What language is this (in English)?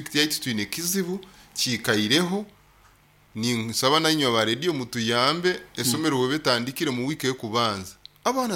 Nyoro